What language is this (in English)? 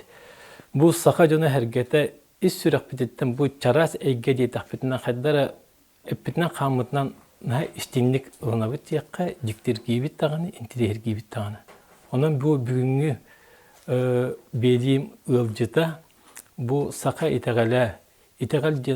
Yakut